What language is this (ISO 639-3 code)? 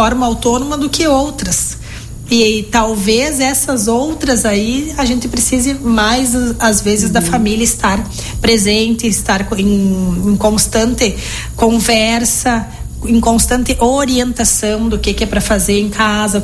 por